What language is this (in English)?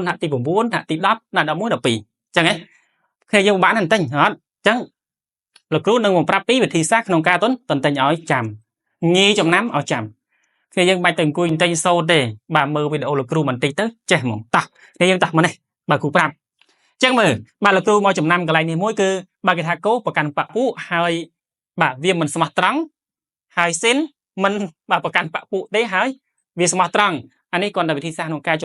Khmer